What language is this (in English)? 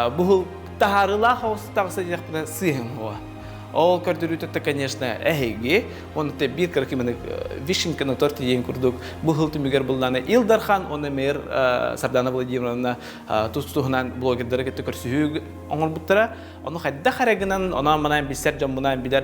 Yakut